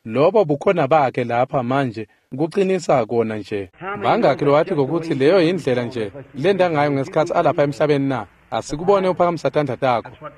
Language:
Swati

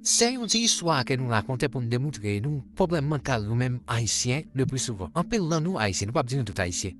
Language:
Haitian Creole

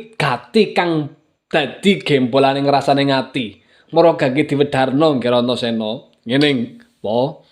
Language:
Javanese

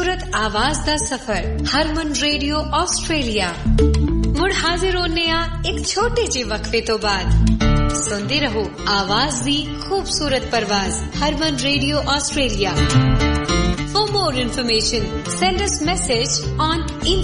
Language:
Punjabi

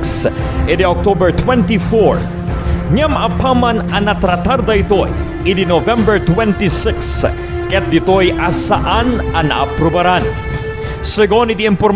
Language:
Iloko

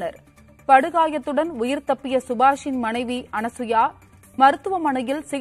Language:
Tamil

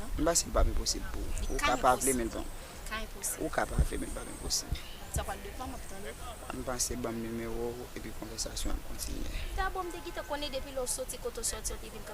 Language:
Haitian Creole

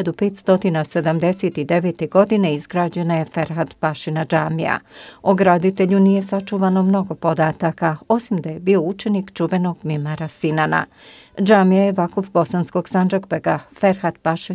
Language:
Bosnian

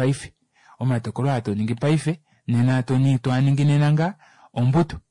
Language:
Kuanyama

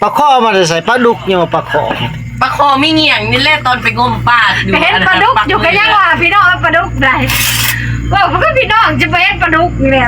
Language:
Northeastern Thai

